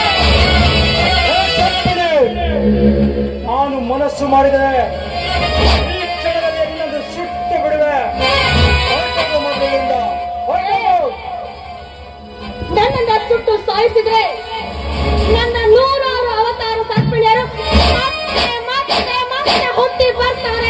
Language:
Kannada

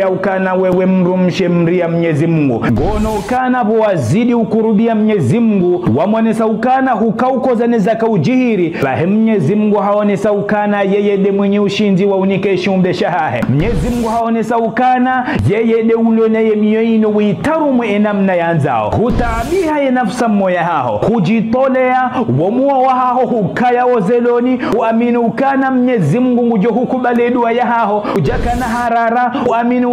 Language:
Ngazidja Comorian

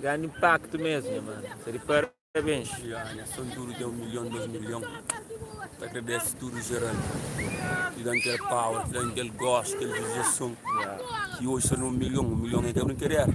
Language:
Kabuverdianu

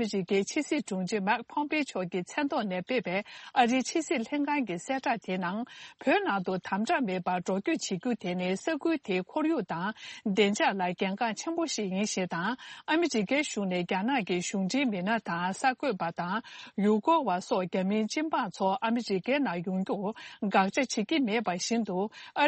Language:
Tibetan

